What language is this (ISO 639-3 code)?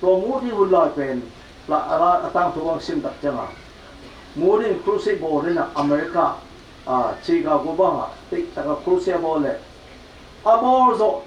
ctd